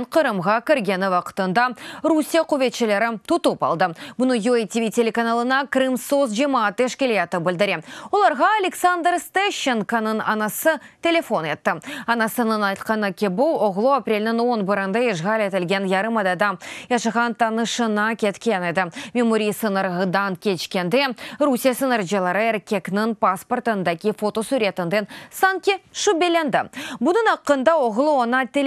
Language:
Crimean Tatar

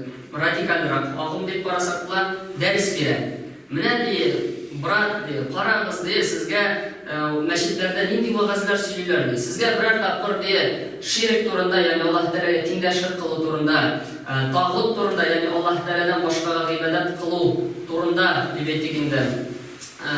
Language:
Tatar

